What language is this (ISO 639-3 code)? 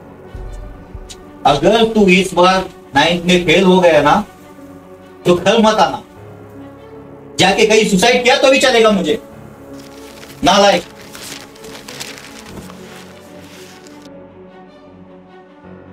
hin